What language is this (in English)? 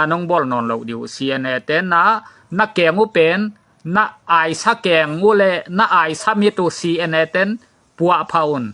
Tedim Chin